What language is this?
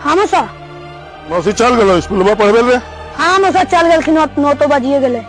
Magahi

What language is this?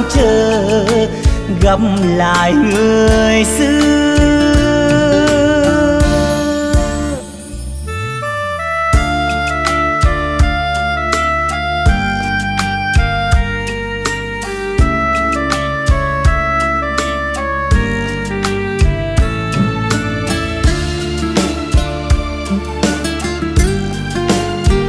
Vietnamese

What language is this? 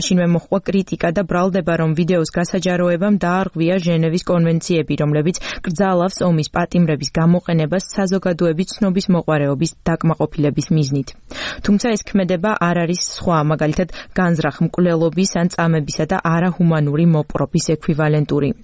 Georgian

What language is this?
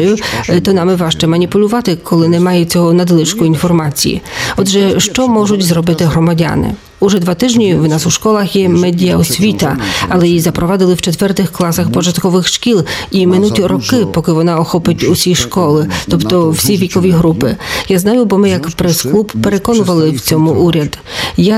Ukrainian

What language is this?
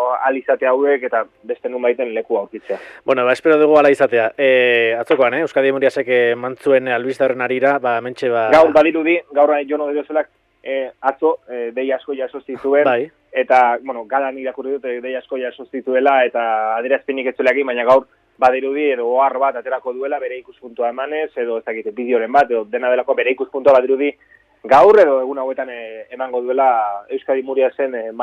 Basque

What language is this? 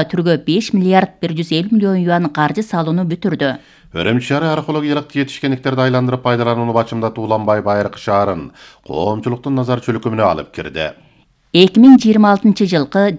Kyrgyz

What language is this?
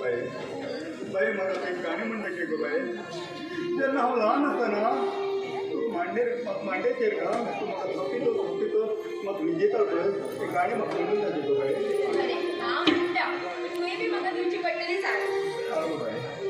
Konkani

